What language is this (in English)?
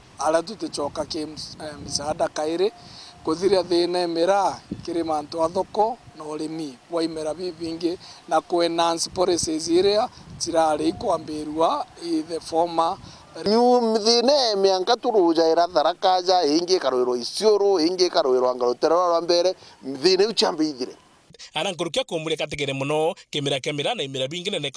Meru